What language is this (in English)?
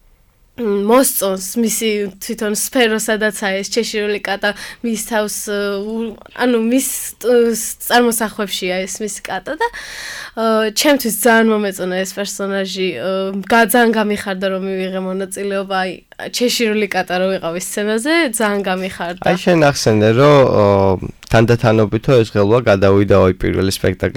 Georgian